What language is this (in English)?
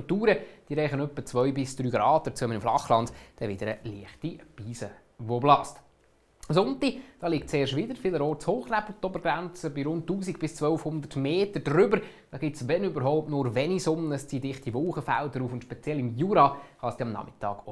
Swiss German